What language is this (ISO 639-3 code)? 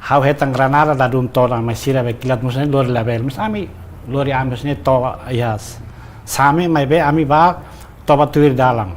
tet